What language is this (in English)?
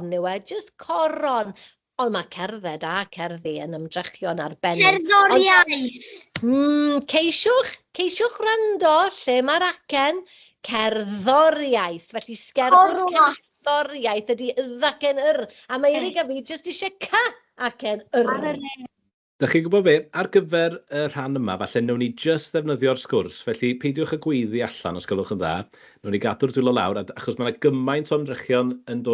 Welsh